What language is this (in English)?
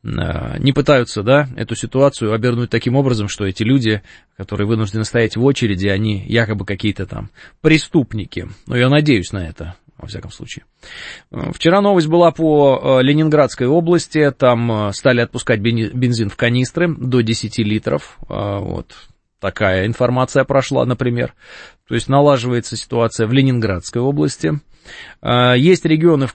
Russian